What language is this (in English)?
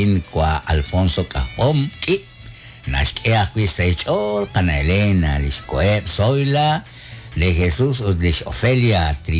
Kekchí